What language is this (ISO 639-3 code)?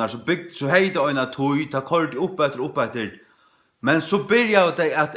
fao